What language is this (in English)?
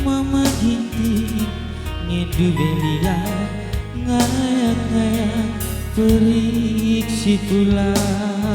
Batak Karo